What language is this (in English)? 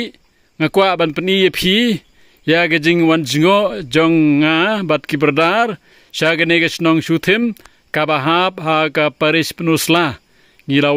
Khasi